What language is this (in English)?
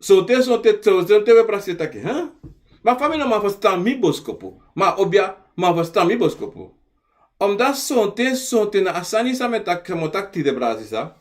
Sranan Tongo